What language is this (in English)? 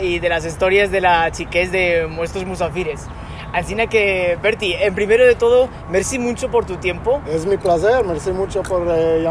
Ladino